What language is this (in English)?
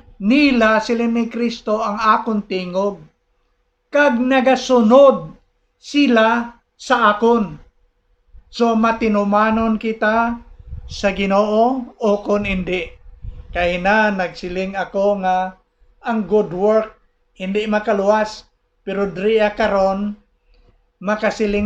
Hiligaynon